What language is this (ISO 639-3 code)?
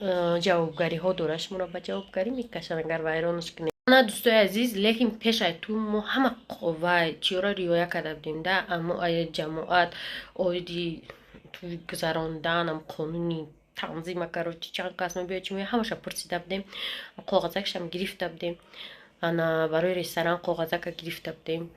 tgk